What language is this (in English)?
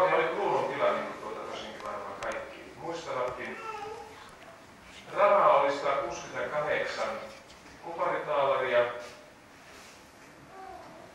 Finnish